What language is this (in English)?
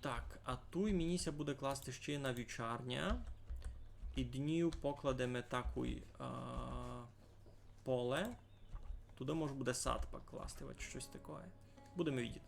Rusyn